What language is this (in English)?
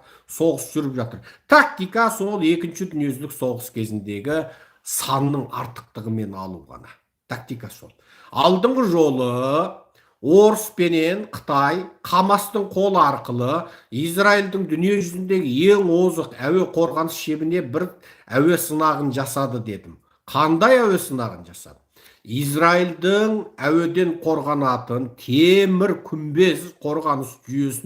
Kazakh